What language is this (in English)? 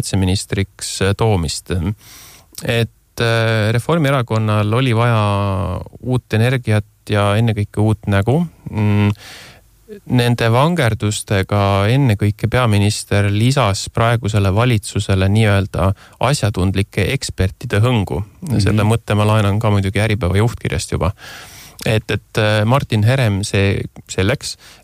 Estonian